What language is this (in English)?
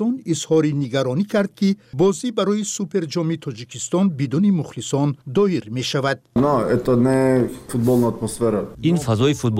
Tajik